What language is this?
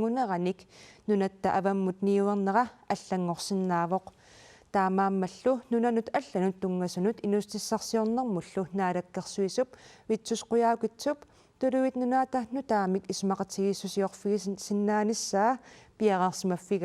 Kalaallisut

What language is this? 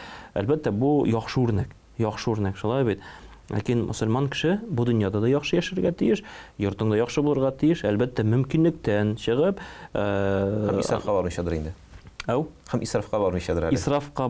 Tatar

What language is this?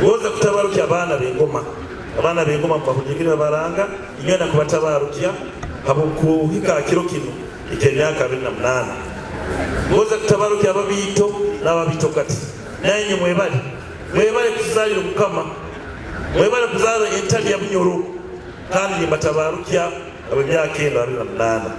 Nyoro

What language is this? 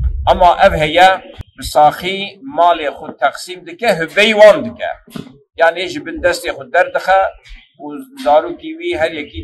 Kurdish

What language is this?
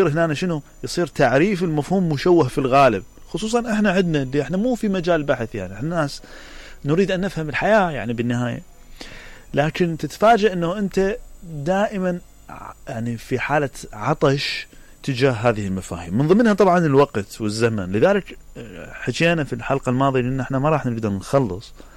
Mesopotamian Arabic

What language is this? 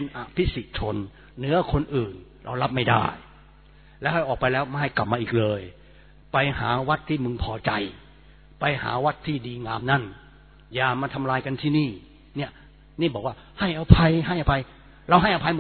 Thai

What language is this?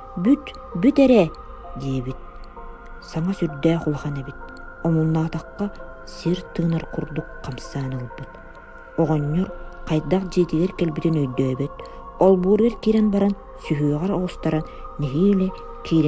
Yakut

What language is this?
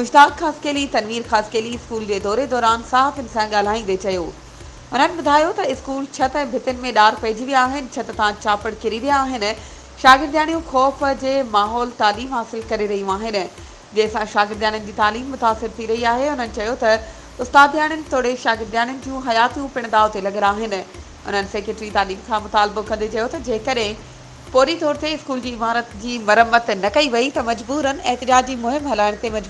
Sindhi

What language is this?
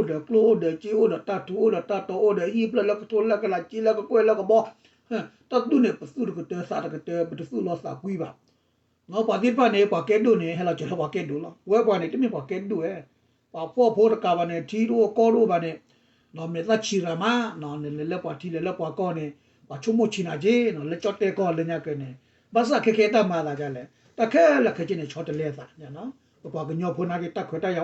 S'gaw Karen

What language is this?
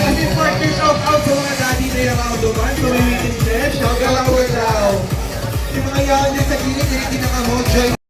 Bikol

